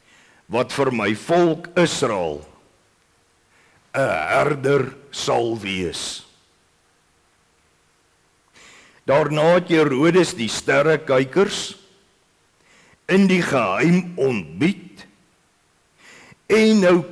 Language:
Afrikaans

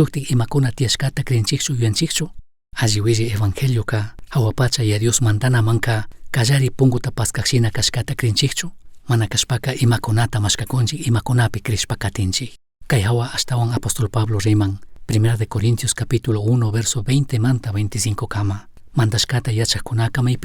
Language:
Chimborazo Highland Quichua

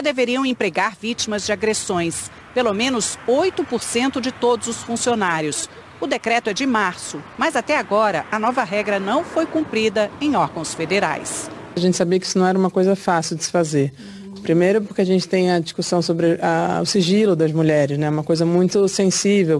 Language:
Portuguese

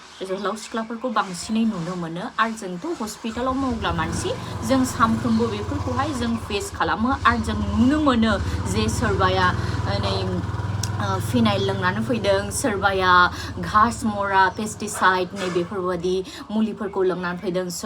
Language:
Bodo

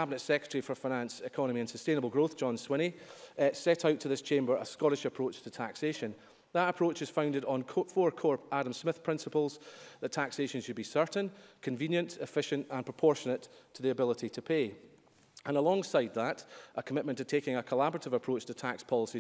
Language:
English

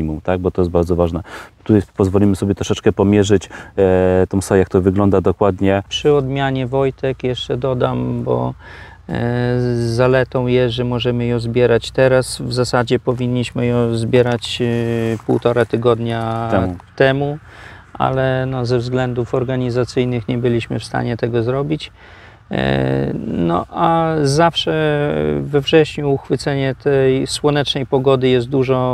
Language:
Polish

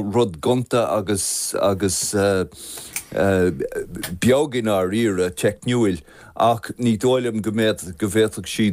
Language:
Irish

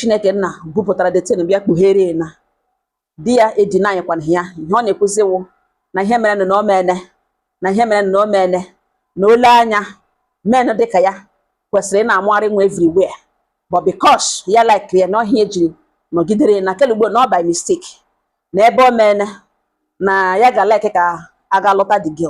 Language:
Igbo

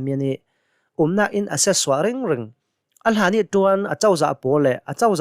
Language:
Hakha Chin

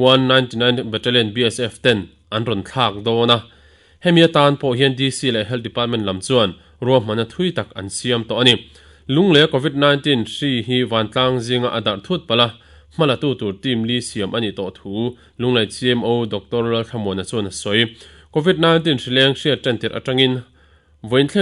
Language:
Mizo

